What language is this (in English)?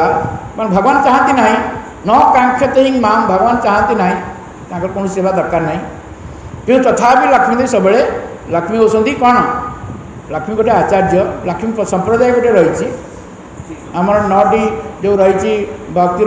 Odia